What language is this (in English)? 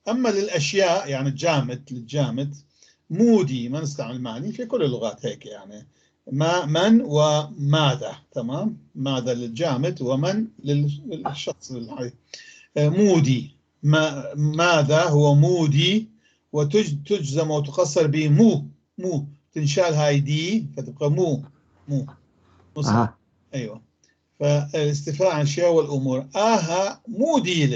North Levantine Arabic